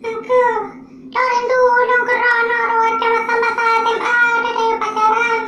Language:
Achinese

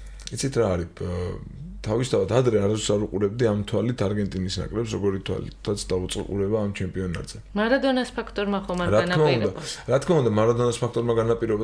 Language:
Georgian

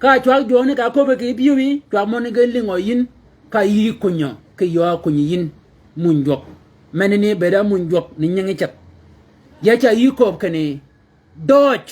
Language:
Shilluk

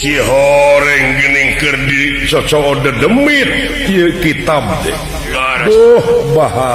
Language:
Sundanese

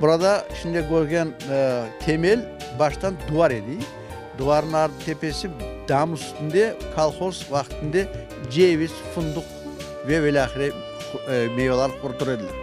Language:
Crimean Tatar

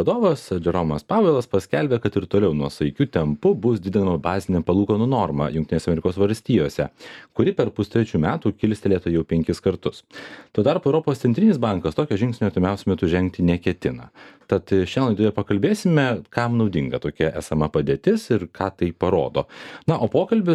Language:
Lithuanian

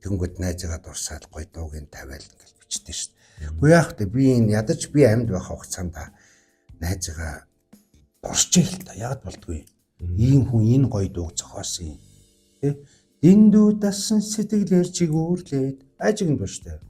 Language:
Mongolian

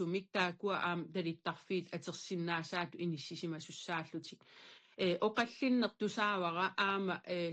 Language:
Kalaallisut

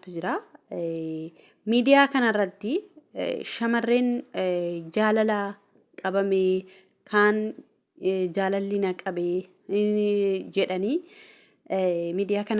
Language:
Oromo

